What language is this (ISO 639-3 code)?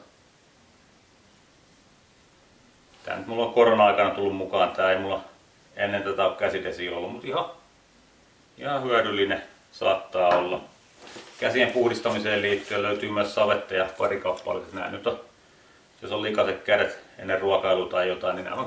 fin